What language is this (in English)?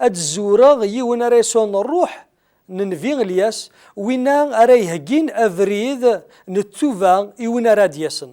Kabyle